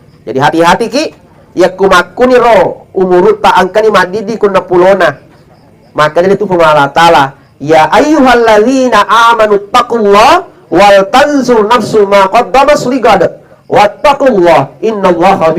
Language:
Buginese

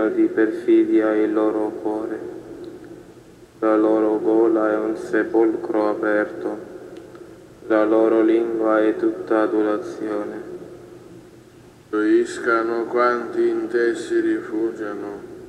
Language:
Italian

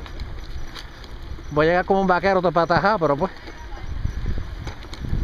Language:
Spanish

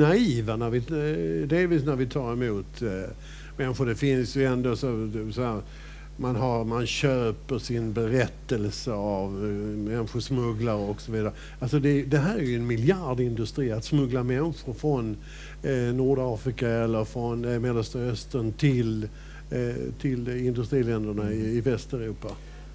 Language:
Swedish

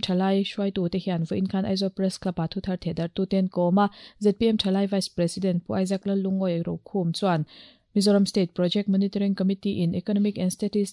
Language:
Mizo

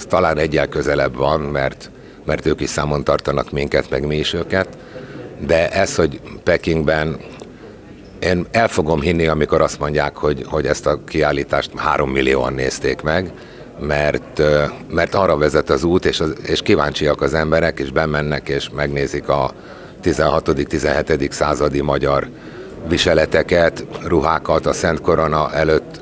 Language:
Hungarian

